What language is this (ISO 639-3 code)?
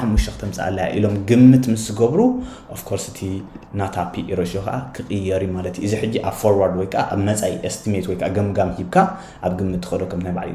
tir